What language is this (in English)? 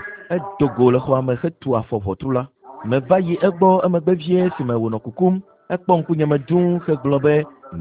Ewe